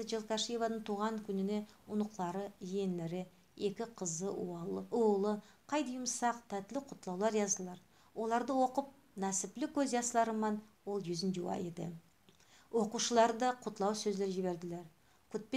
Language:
Nogai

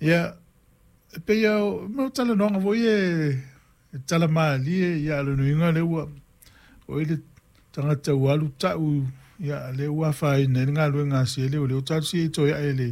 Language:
Samoan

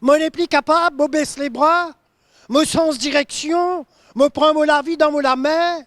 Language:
Morisyen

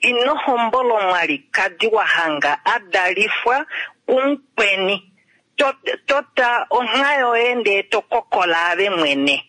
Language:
Kuanyama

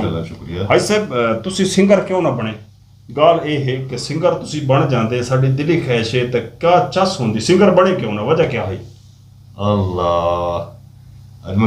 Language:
Saraiki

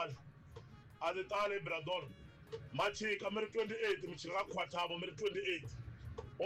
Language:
Tsonga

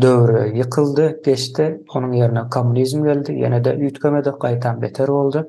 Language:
Turkmen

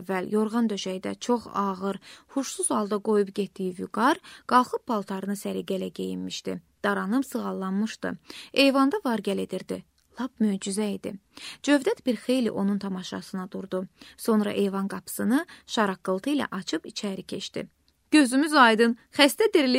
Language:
Azerbaijani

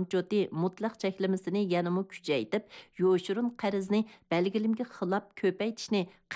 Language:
Uyghur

